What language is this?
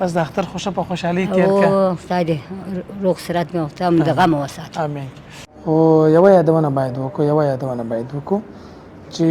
Pashto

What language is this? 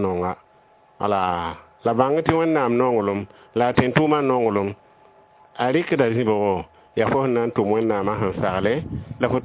Mossi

